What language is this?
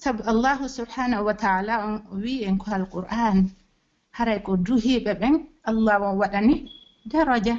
Pular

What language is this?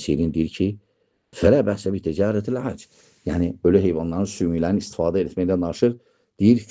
Azerbaijani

